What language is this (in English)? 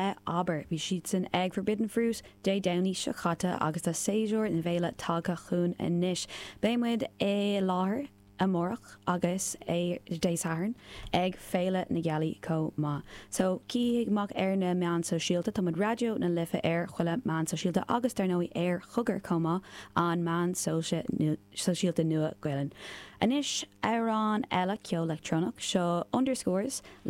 Irish